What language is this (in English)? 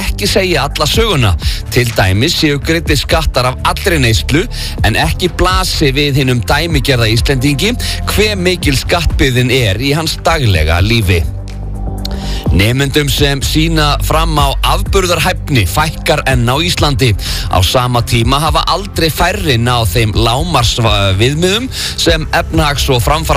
Icelandic